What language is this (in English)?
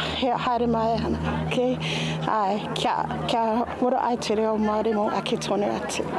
Māori